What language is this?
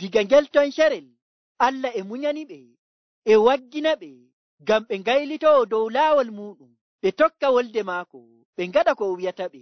Nigerian Fulfulde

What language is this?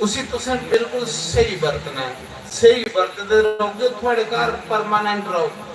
Dogri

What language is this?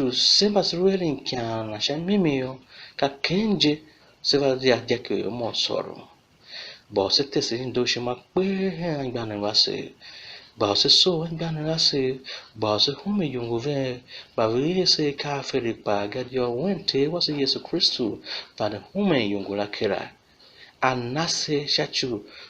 Tiv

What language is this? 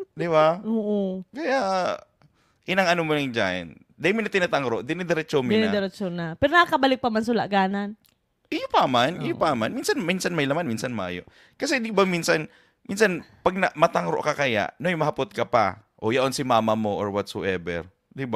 Bikol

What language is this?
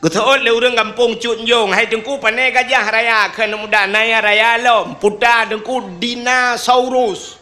Achinese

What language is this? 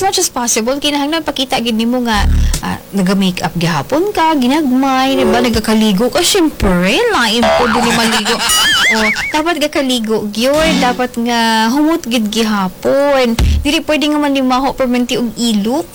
Cebuano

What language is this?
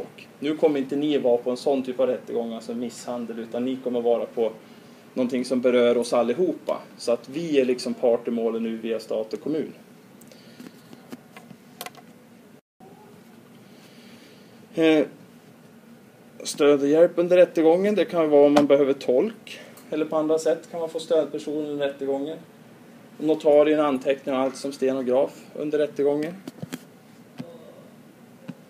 Swedish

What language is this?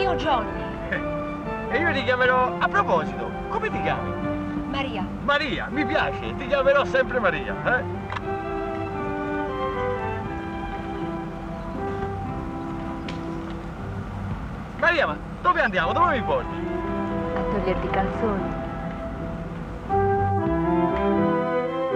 Italian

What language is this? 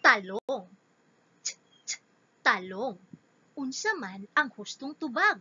Cebuano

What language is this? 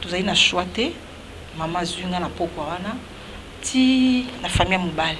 Lingala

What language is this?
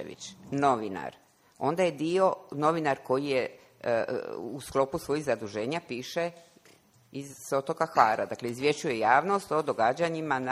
Croatian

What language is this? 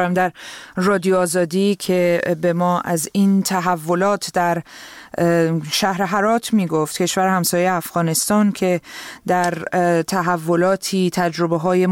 Persian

